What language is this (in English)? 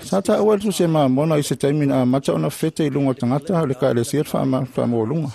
Samoan